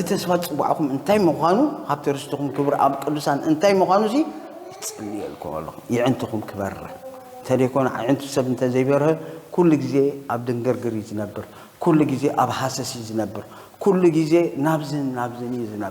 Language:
Tigrinya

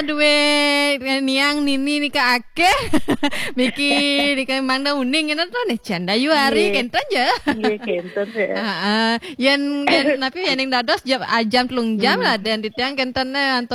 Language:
Balinese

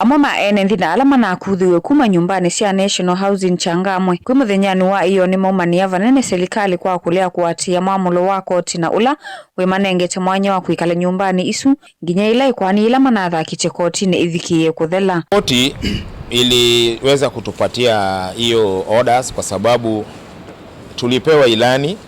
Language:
Kamba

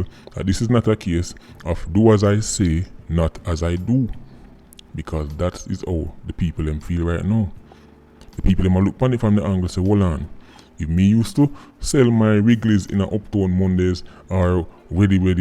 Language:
Jamaican Creole English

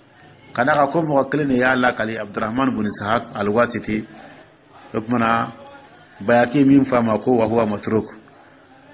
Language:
Dyula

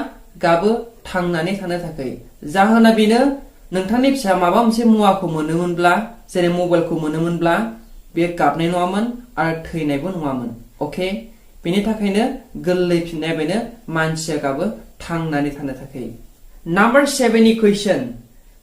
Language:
Bodo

